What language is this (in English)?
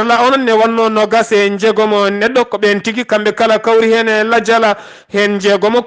Fula